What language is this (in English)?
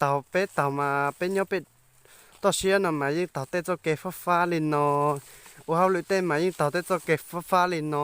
Hmong